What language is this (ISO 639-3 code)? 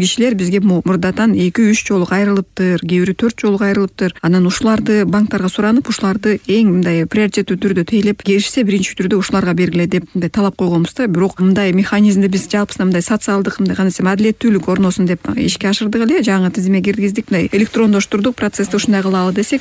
kir